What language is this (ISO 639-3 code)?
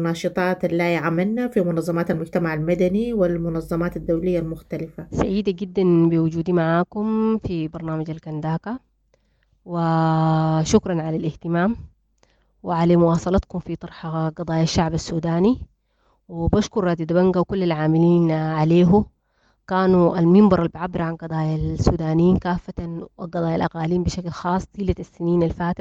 apd